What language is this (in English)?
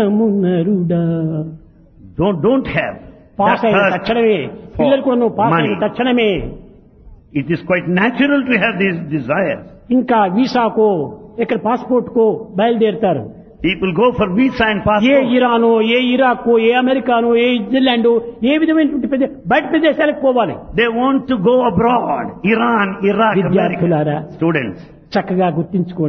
Telugu